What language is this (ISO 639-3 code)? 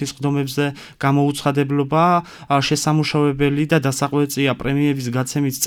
kat